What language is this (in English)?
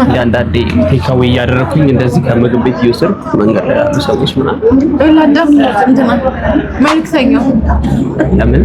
Amharic